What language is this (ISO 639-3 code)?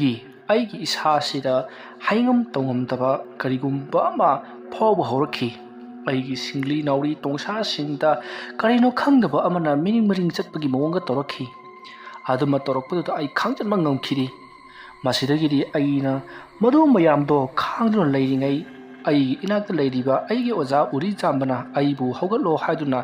mni